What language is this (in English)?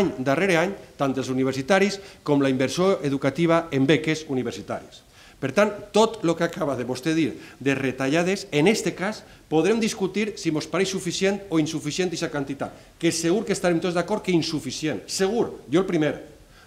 Catalan